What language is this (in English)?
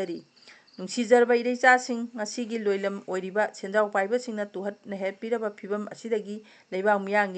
Manipuri